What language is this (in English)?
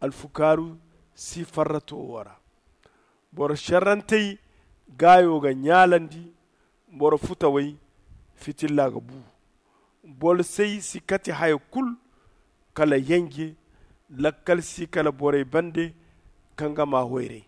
Zarma